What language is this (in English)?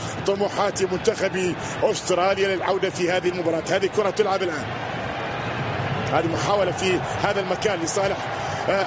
Arabic